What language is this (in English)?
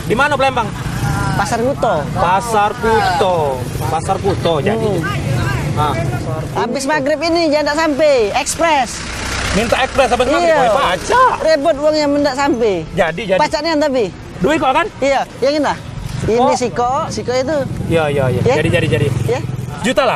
Musi